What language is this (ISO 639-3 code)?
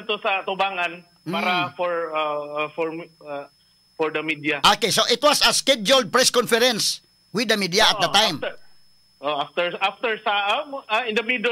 ceb